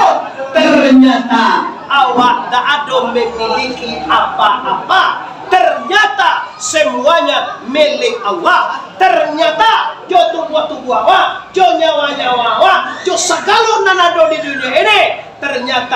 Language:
Minangkabau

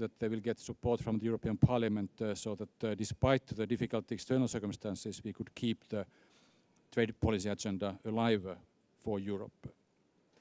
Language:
English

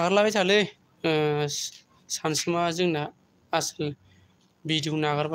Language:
Bodo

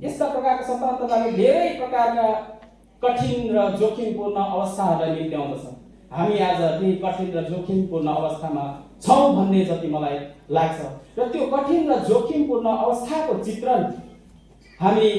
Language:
Nepali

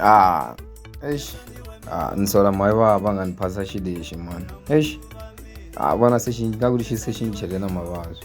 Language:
Tsonga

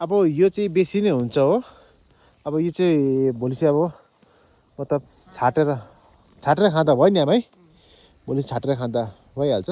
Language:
Nepali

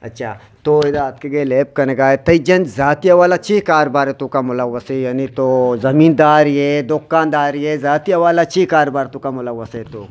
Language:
Eastern Balochi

